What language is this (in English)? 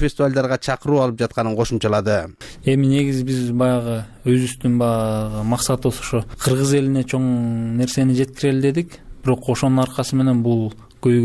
Kyrgyz